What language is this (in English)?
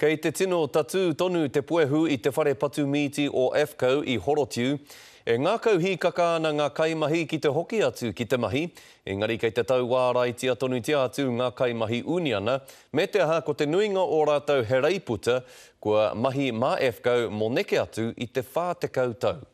Māori